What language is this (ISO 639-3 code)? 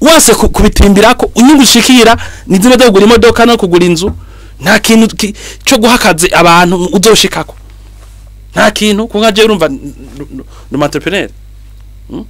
run